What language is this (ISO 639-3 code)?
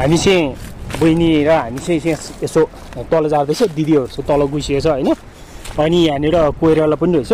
nep